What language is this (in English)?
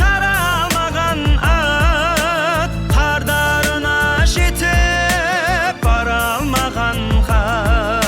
Kara-Kalpak